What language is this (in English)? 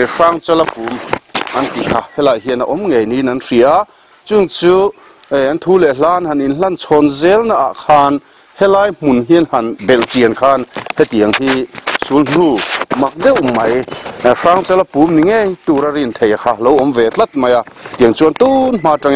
Mizo